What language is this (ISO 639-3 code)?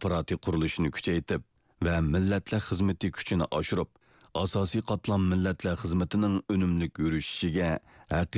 uig